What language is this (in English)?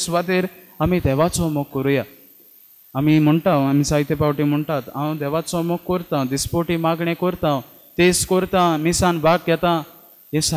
Konkani